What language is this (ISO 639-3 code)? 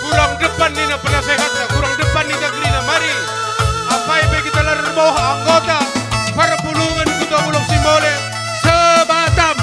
btx